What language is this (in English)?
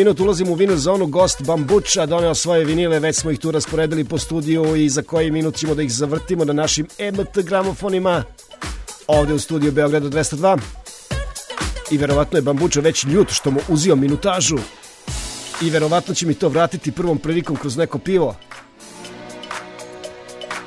Serbian